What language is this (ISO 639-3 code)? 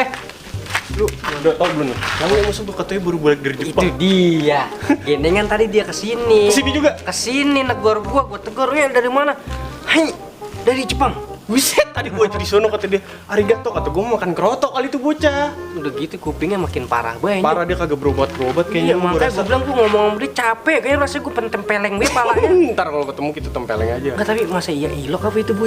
bew